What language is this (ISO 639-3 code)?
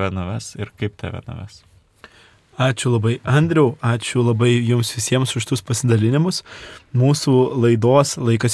lit